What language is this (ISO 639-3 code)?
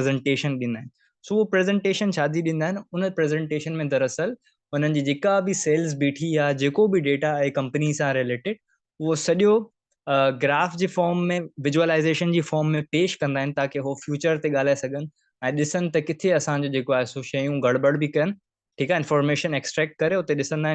snd